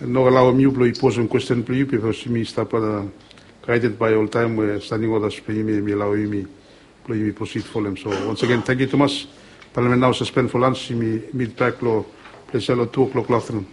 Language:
Bislama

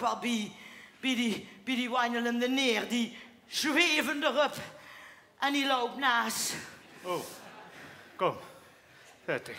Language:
Limburgish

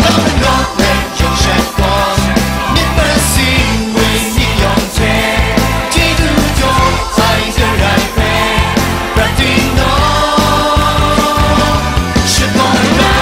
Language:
Kachin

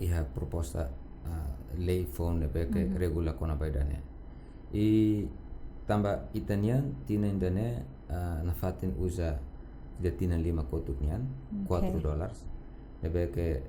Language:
Tetum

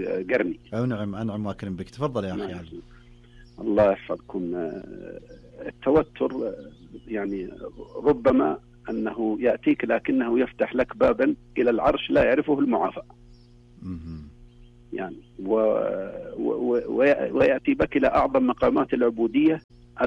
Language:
Arabic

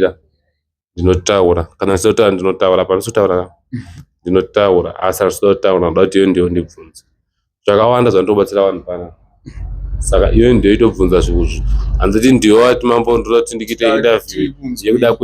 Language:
Shona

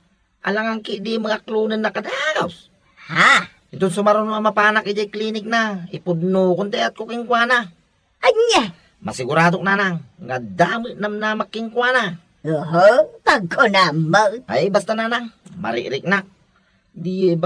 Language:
Iloko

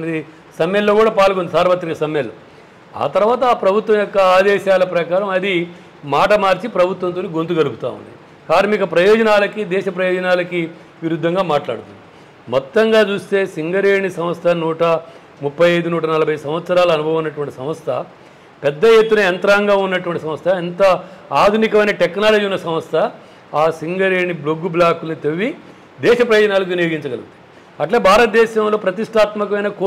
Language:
Telugu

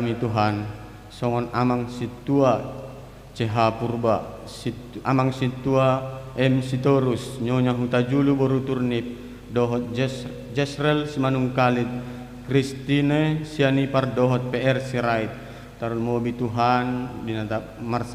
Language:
Batak Toba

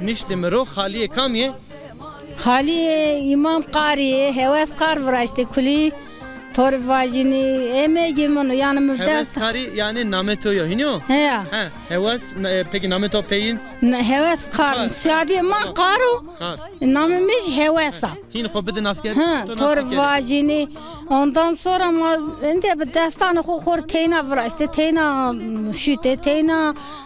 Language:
Zaza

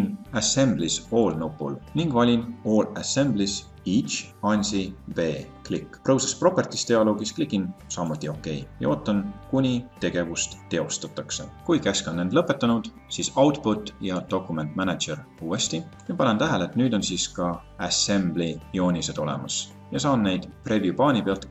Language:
Estonian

